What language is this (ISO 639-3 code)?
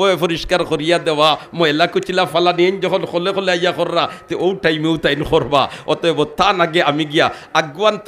syl